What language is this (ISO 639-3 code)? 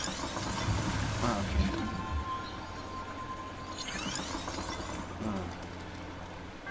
tha